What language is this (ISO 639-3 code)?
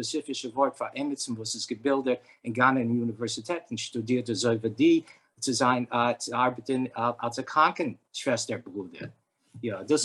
yid